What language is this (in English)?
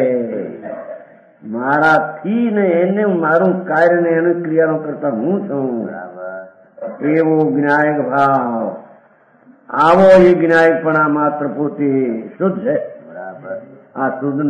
Gujarati